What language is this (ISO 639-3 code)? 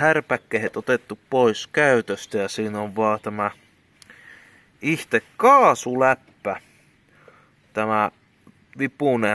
fin